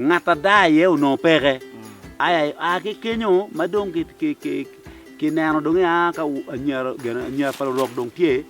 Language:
Acoli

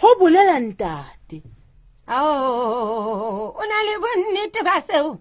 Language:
Southern Sotho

